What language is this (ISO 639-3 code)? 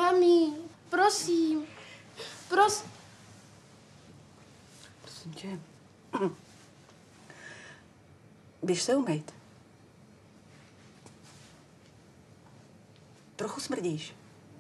ces